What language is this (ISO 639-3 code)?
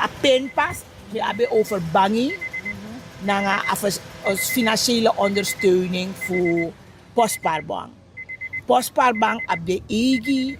srn